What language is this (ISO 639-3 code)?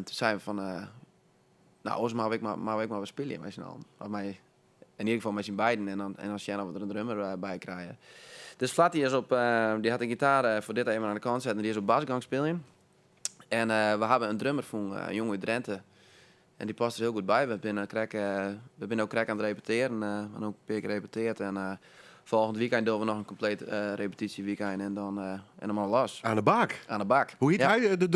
fry